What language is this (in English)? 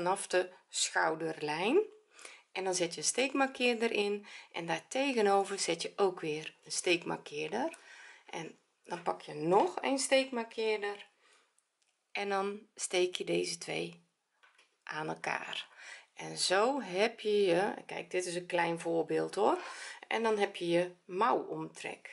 Dutch